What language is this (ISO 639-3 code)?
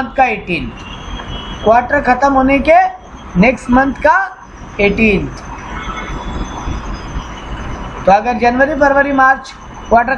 hin